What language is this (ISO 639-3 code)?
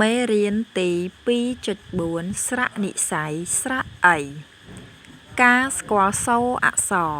khm